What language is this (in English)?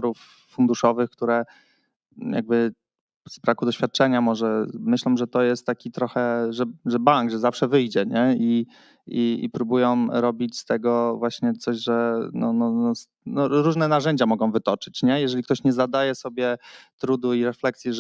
Polish